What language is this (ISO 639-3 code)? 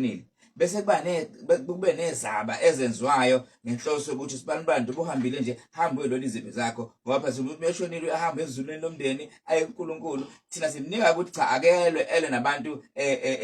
zul